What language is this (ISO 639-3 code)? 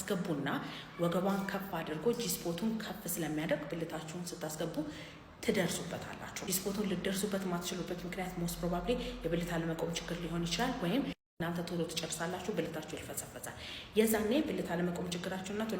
amh